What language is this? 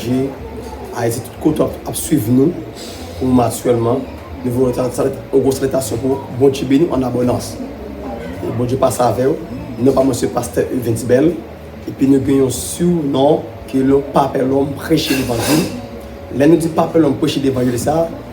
Haitian Creole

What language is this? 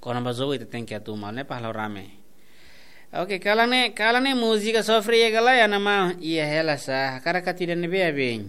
Tetum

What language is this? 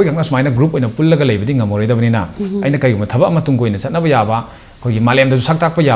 Manipuri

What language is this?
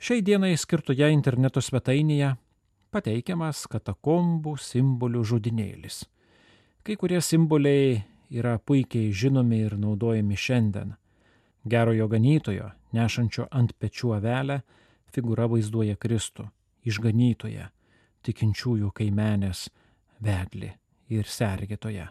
Lithuanian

